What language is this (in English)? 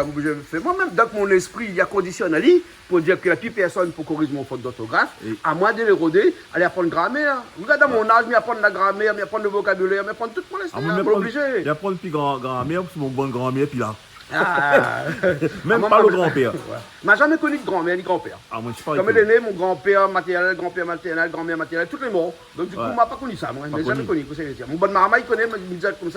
Réunion Creole French